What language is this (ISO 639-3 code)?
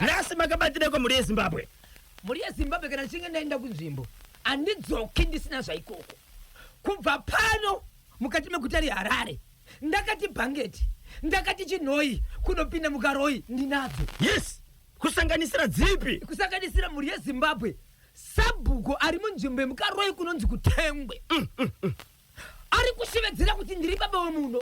sna